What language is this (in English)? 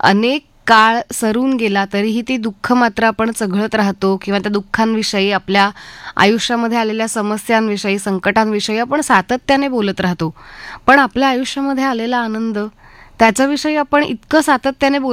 Marathi